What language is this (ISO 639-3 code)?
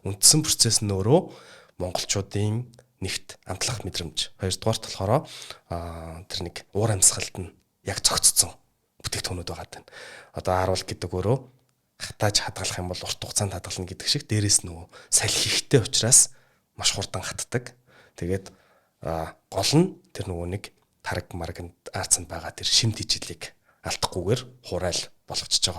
mon